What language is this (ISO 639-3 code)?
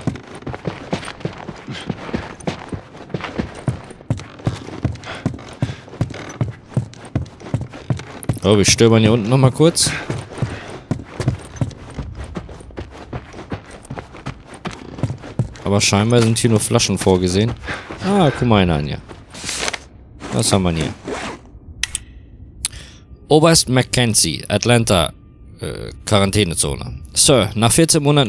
deu